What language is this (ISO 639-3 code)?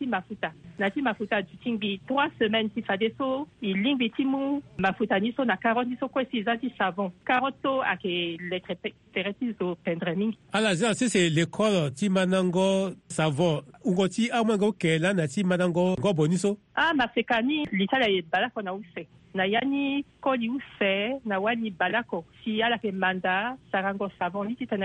sag